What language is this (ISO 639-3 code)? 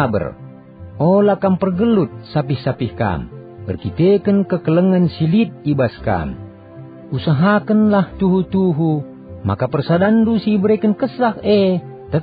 btx